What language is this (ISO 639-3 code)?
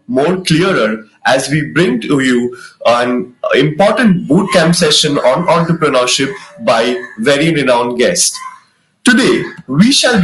eng